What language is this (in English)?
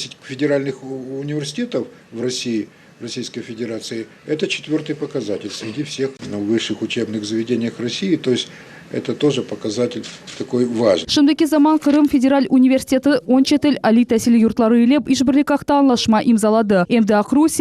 Crimean Tatar